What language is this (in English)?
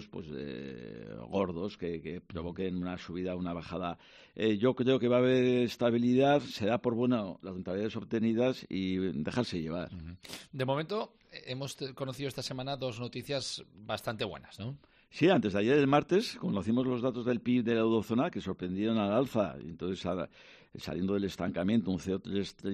Spanish